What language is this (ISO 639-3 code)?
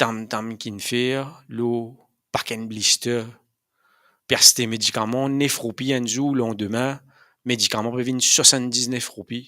mfe